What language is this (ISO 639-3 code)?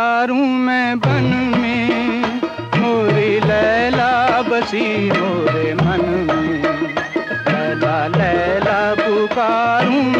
hin